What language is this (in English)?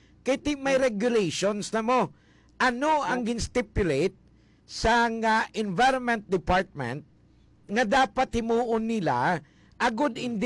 Hiligaynon